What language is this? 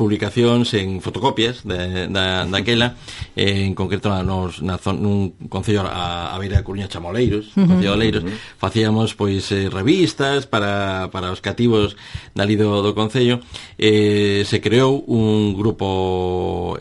Galician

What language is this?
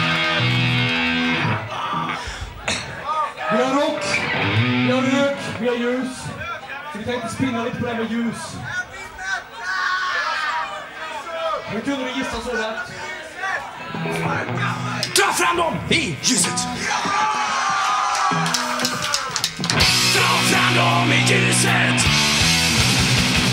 Swedish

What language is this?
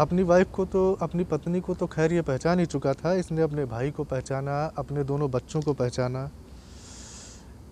Hindi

